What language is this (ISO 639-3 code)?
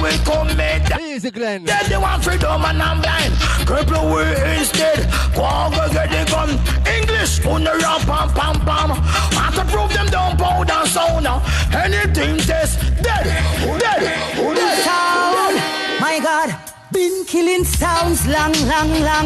jam